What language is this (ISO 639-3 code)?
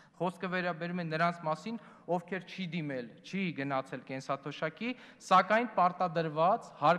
hye